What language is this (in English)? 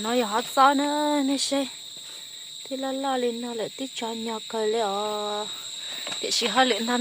Hmong